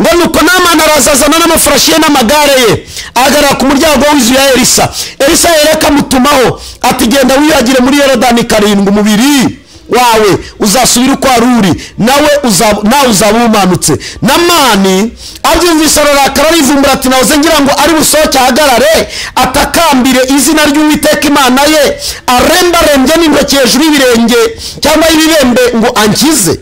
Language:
Kinyarwanda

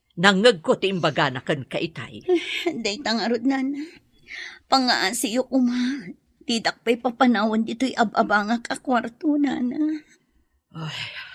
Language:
Iloko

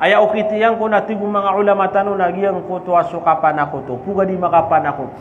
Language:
Maranao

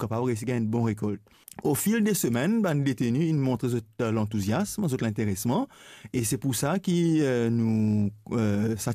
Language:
Morisyen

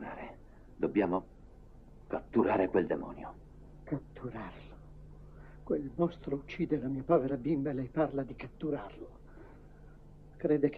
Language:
Italian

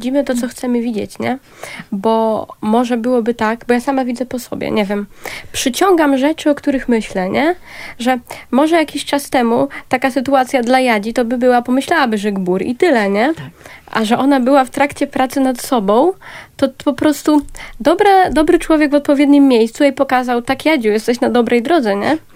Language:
Polish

